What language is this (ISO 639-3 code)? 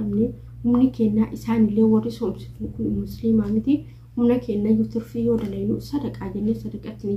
orm